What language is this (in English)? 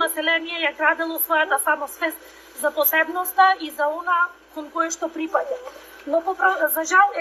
Macedonian